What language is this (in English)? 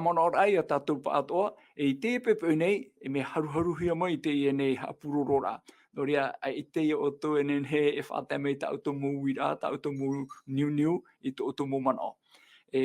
Tahitian